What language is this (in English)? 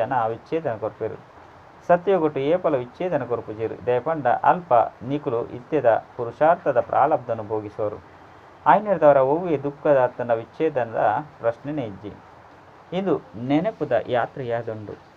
Tulu